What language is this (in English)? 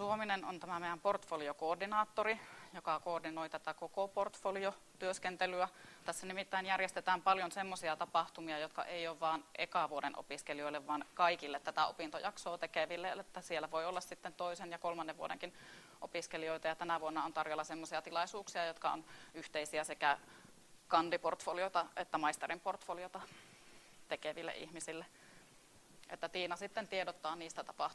Finnish